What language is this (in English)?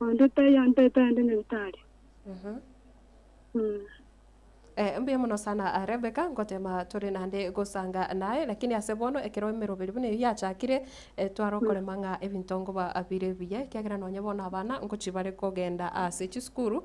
Gusii